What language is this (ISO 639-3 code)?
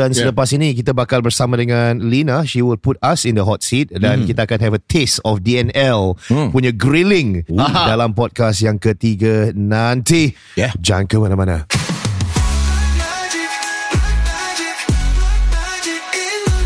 msa